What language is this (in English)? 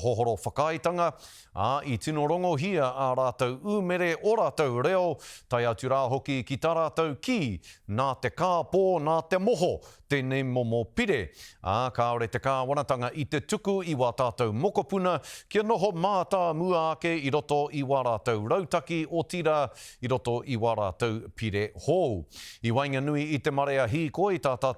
Māori